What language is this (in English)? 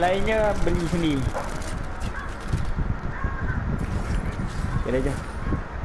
Malay